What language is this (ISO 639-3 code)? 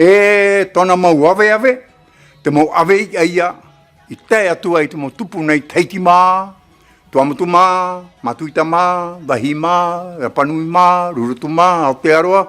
tah